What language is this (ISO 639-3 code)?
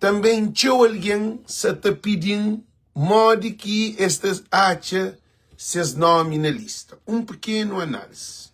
kea